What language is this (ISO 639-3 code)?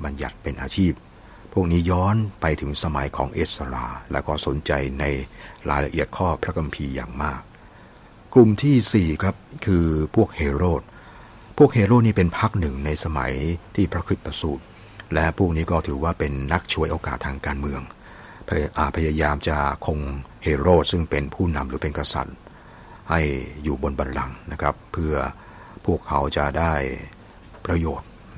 tha